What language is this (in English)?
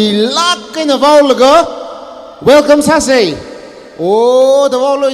Tangkhul Naga (India)